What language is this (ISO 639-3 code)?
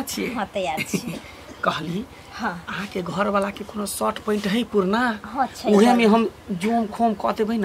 mai